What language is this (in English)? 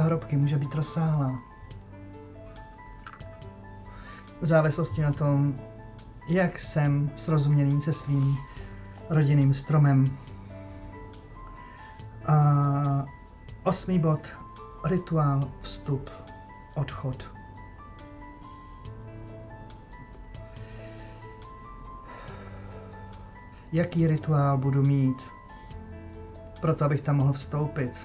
Czech